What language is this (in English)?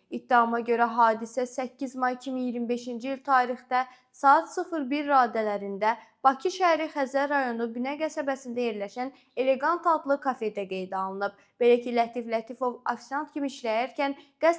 Azerbaijani